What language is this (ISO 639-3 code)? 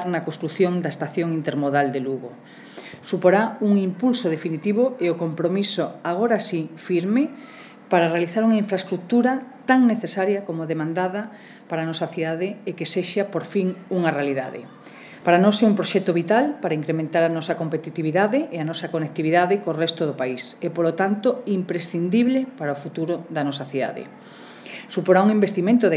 glg